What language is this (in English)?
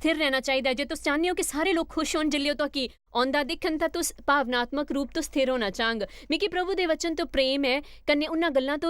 Dogri